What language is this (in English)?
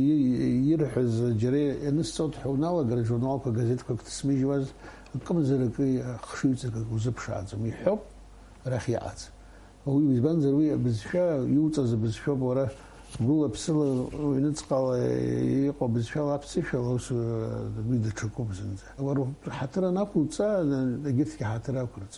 Abkhazian